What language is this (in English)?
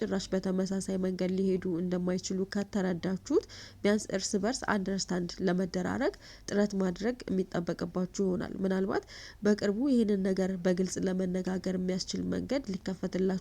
Amharic